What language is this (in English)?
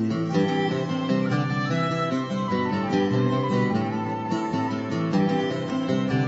Kabyle